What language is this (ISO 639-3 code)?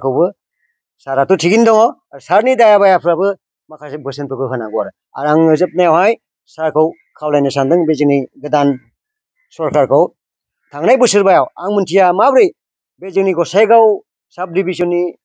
brx